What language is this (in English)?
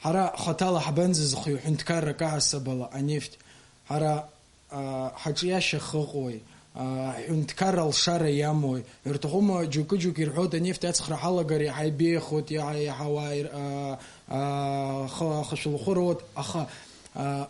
Abkhazian